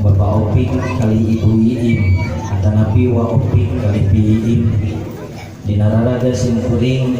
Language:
Sundanese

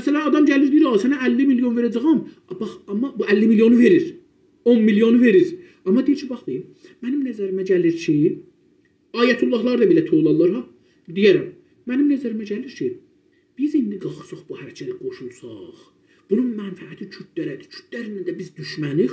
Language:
South Azerbaijani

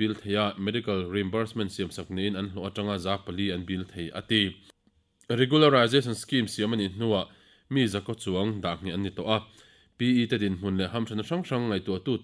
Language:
Mizo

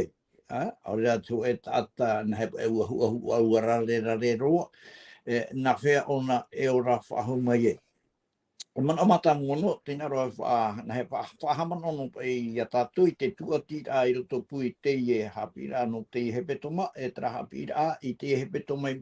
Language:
Tahitian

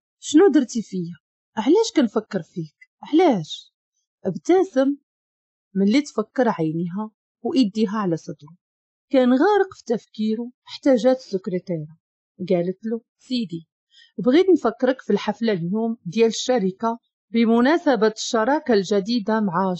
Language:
Moroccan Arabic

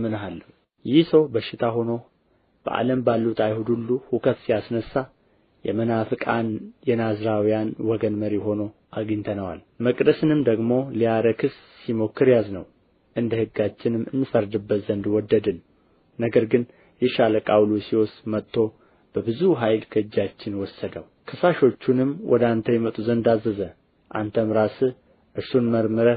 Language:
Amharic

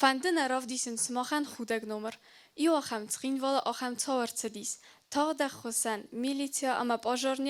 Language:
Ossetic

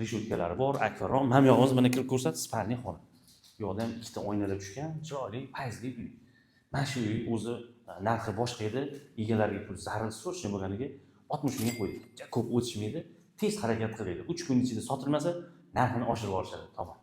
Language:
Uzbek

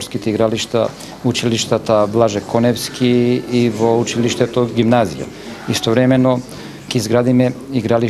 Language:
Macedonian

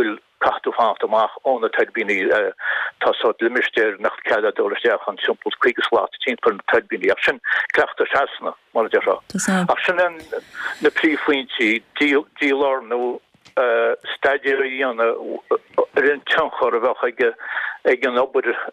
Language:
Irish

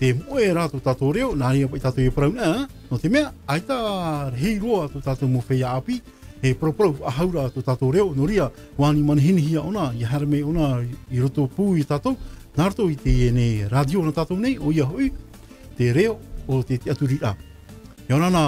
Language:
Tahitian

